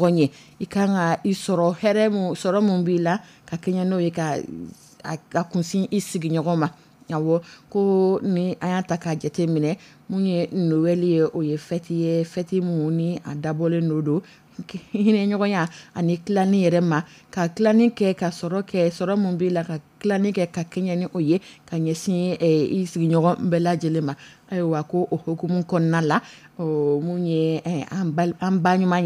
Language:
Dyula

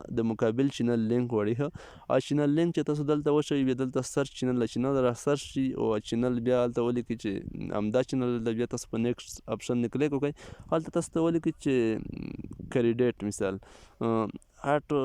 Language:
Pashto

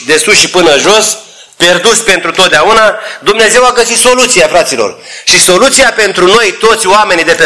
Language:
Romanian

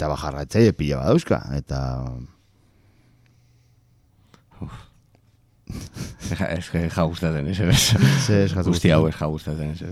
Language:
Basque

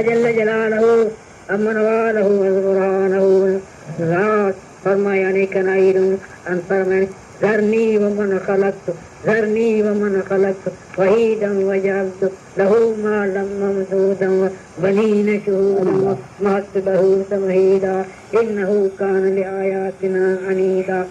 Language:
Brahui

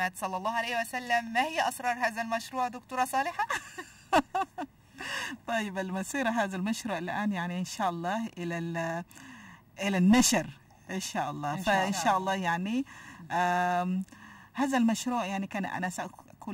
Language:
Arabic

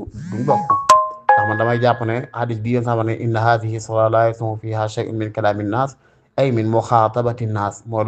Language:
Wolof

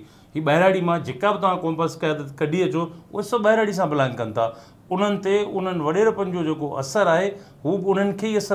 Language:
Sindhi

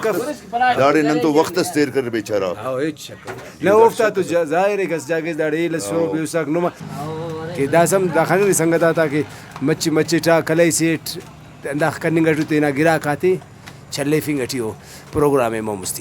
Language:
Brahui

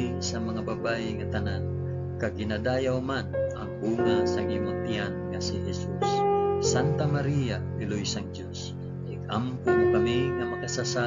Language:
Hiligaynon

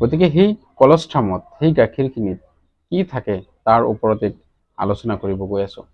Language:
Assamese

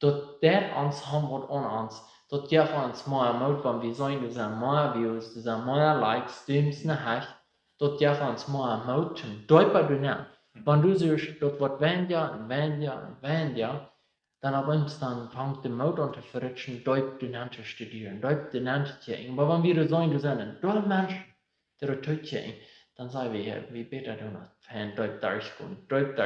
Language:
Plautdietsch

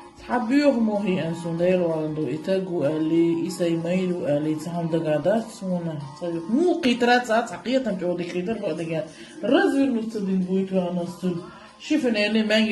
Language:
Chechen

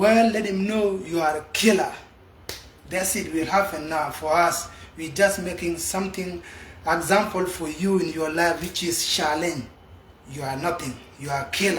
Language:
Nuer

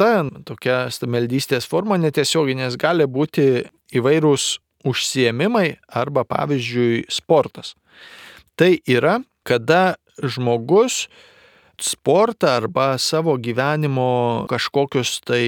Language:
Lithuanian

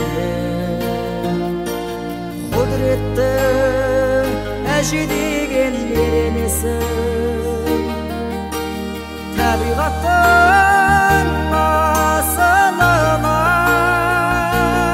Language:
Kazakh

